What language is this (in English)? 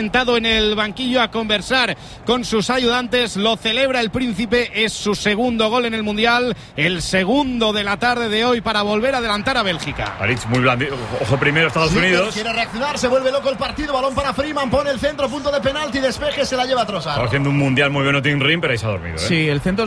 Spanish